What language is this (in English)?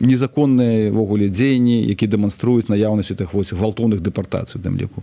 Belarusian